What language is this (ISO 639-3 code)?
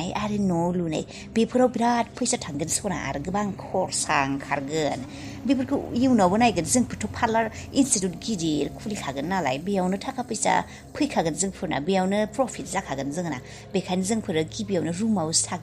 brx